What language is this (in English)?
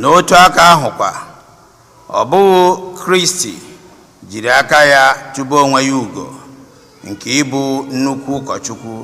Igbo